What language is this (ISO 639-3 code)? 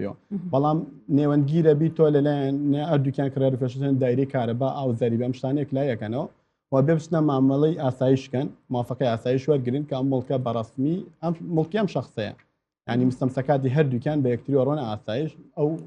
ckb